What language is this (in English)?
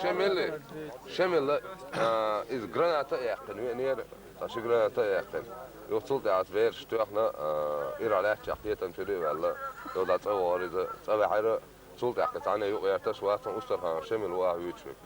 Chechen